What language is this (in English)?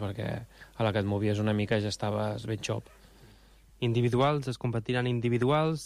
Catalan